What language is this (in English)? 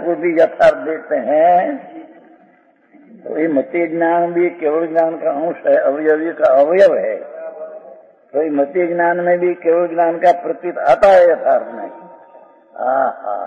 Hindi